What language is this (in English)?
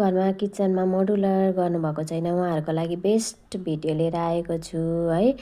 Nepali